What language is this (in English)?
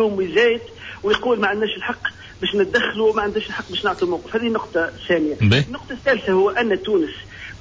Tunisian Arabic